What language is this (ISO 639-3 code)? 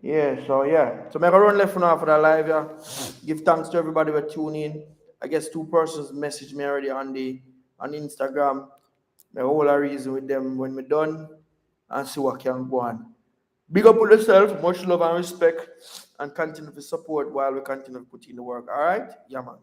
jam